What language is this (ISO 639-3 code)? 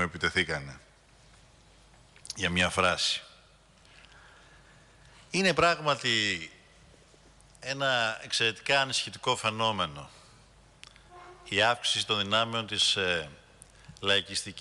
ell